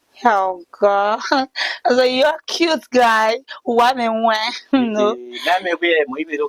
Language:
Bini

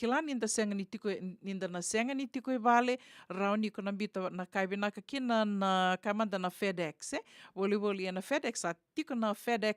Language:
Fijian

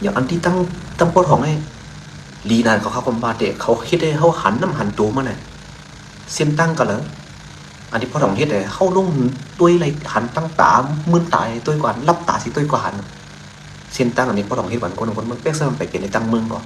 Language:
Shan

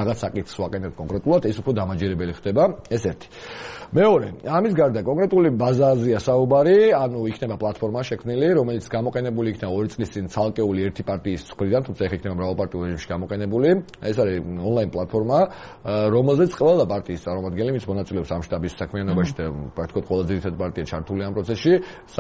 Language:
Georgian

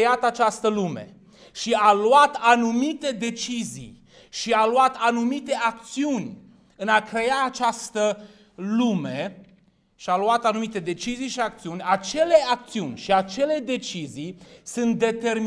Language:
Romanian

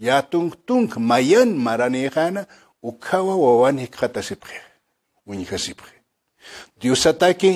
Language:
Aymara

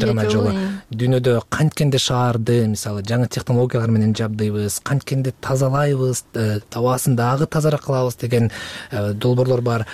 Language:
Kyrgyz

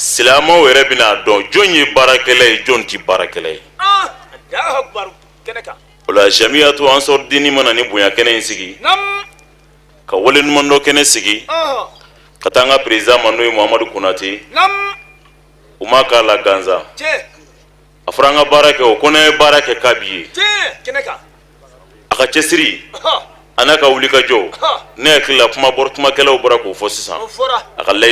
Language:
Bambara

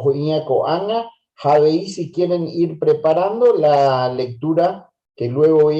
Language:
Guarani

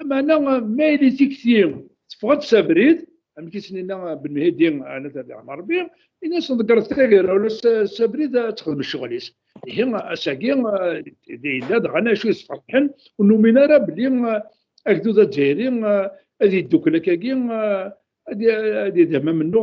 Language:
Kabyle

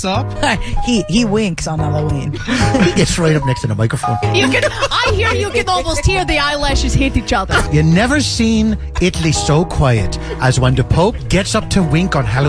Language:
English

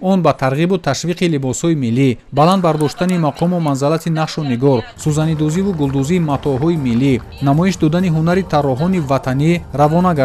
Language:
Tajik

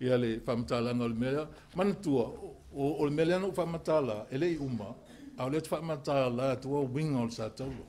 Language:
Samoan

